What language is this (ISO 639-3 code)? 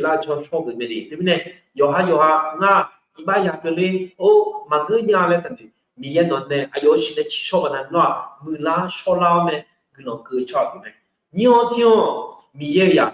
ahk